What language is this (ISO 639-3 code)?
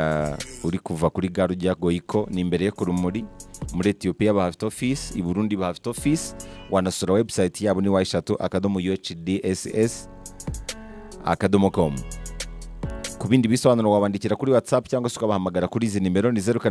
kin